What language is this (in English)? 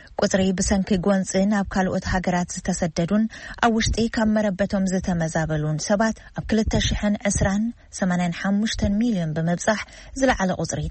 Tigrinya